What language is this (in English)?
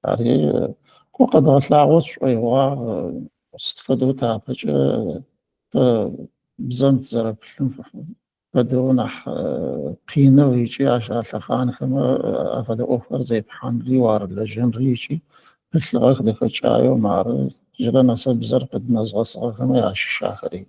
Adyghe